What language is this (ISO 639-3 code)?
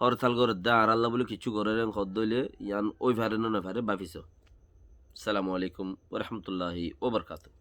rhg